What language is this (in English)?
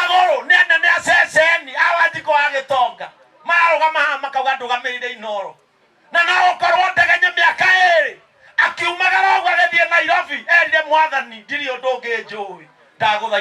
Kikuyu